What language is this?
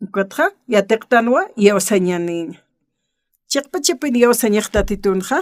Aymara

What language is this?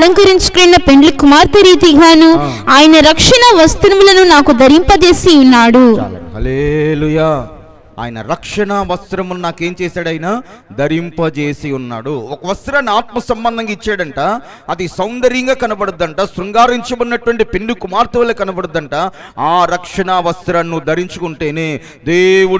Telugu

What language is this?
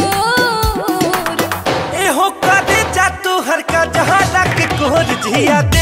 Bhojpuri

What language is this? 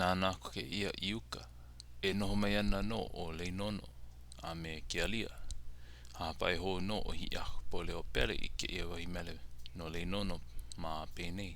Hawaiian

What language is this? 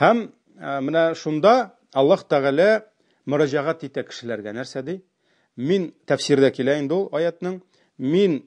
Tatar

